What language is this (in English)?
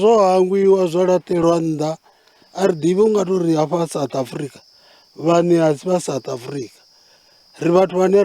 Venda